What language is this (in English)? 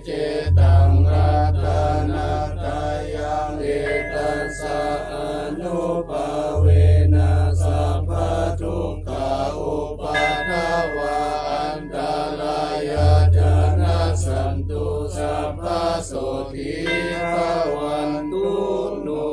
Pali